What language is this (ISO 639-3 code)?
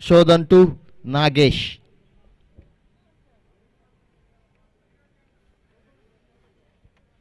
kan